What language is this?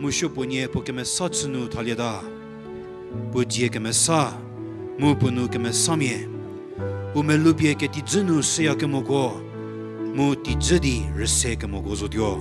Angami Naga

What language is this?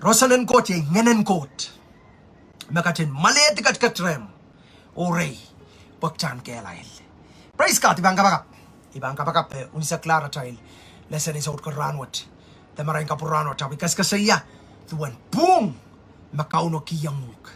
Pohnpeian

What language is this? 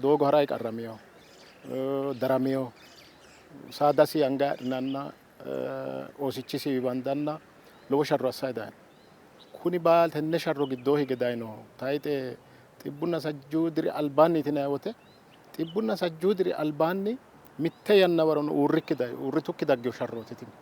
Sidamo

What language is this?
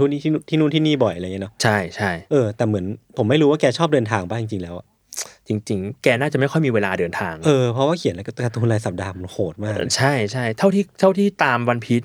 Thai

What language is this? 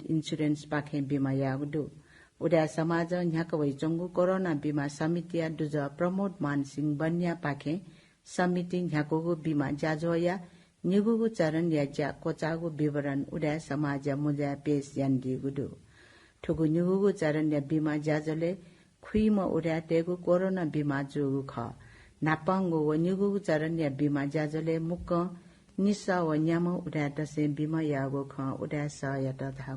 Newari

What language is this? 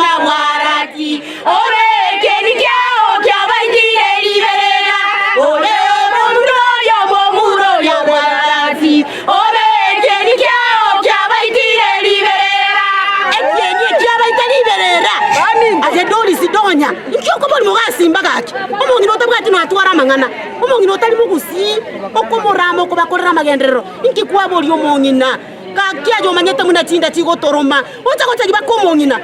Gusii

